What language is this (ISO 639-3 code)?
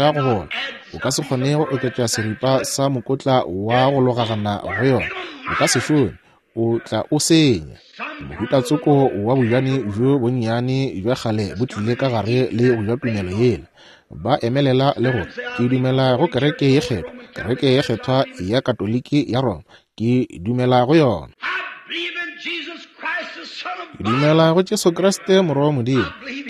nso